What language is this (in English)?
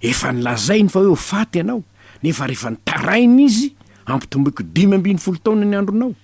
Malagasy